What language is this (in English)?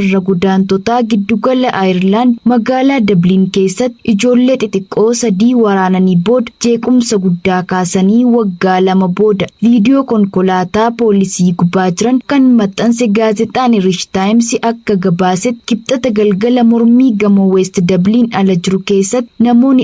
Oromo